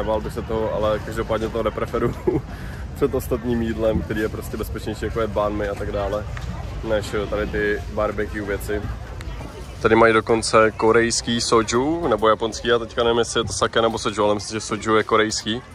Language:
Czech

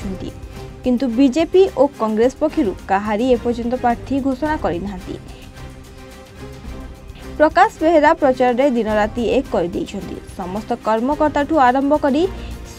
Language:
Odia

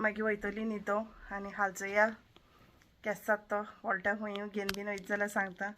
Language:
Konkani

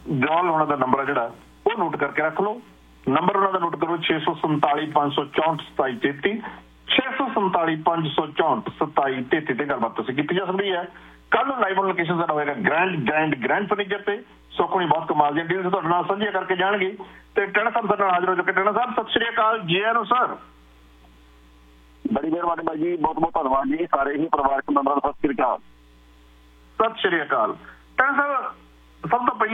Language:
Punjabi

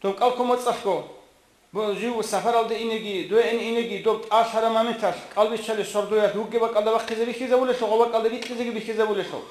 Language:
Avaric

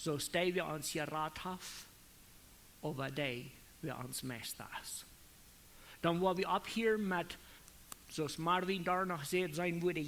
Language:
Plautdietsch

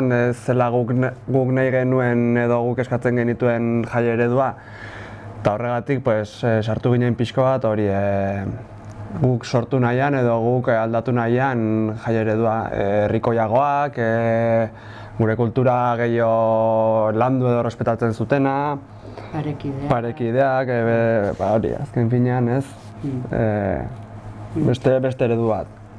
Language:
Basque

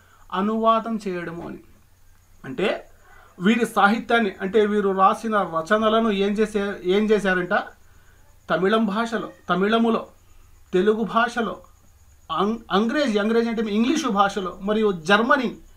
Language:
Telugu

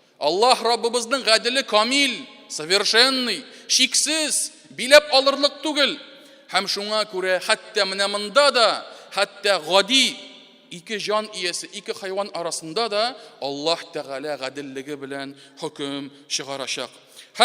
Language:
Tatar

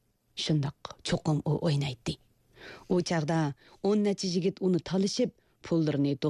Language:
Uyghur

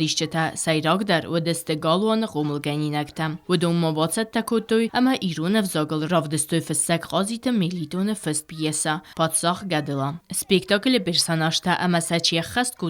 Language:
Ossetic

